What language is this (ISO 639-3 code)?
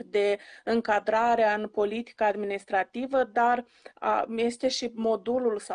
ron